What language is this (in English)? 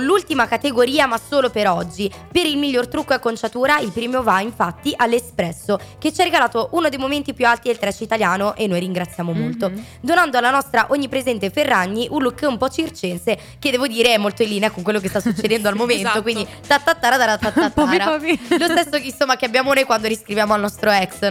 Italian